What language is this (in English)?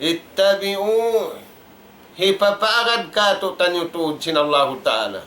Tausug